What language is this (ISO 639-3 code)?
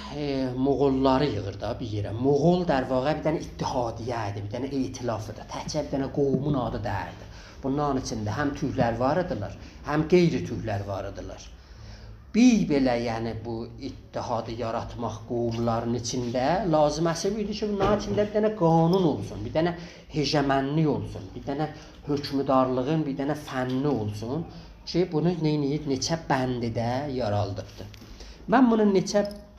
azb